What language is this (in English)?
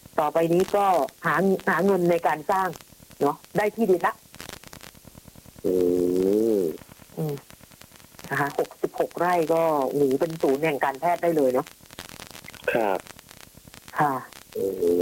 Thai